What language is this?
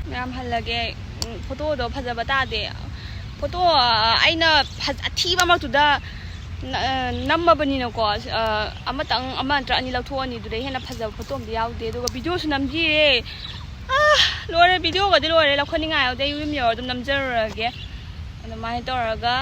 Manipuri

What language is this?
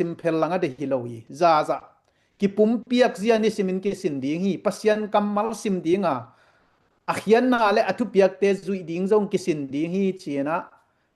Tedim Chin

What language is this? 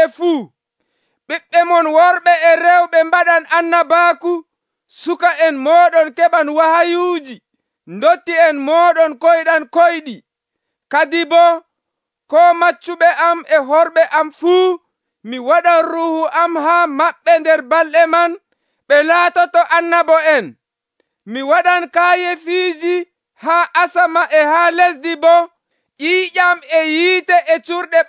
Nigerian Fulfulde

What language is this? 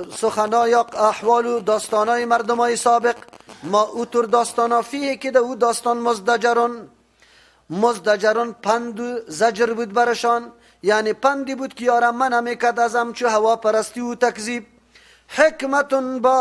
Persian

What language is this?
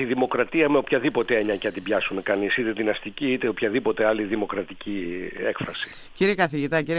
Greek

